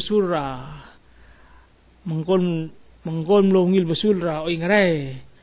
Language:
Palauan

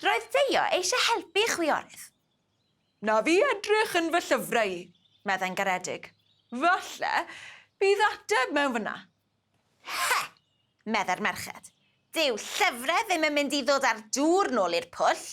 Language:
Welsh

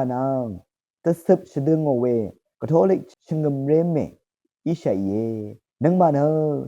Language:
Rawang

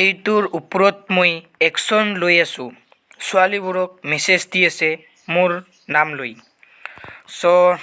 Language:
Assamese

